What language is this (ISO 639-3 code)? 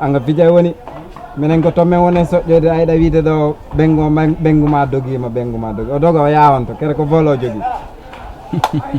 ful